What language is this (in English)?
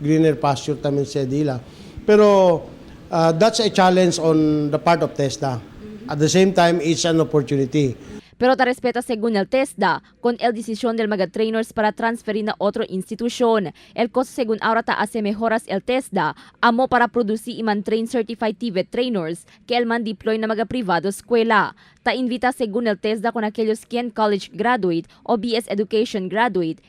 Chavacano